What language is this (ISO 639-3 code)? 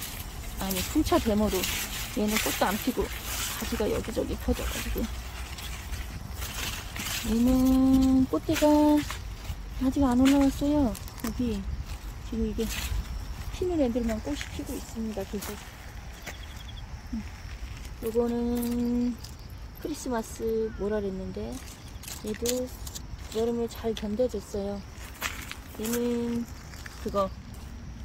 kor